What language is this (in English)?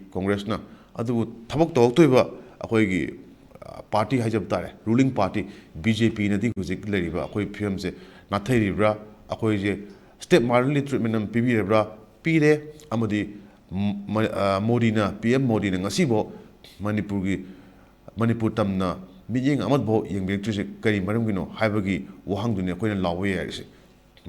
Manipuri